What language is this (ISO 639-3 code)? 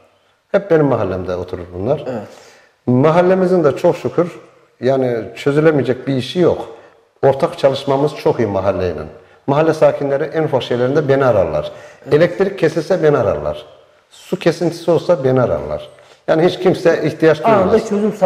tur